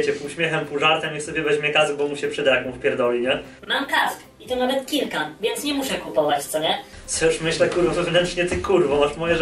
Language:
Polish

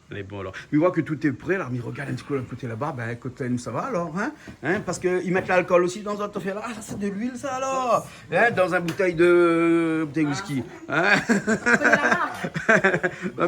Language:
Réunion Creole French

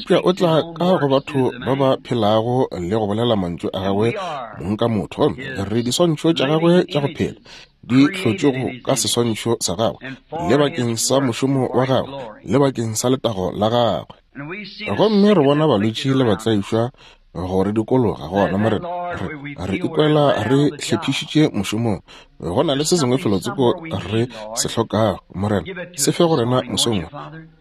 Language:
Northern Sotho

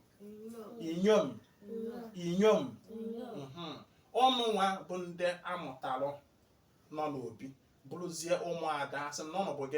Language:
Igbo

